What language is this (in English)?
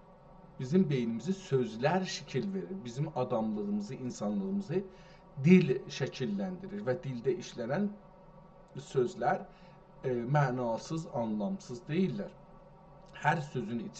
South Azerbaijani